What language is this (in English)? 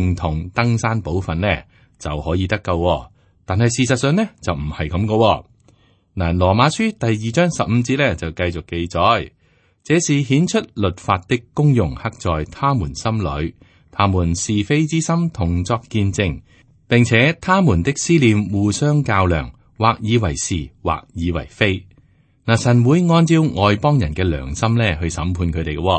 Cantonese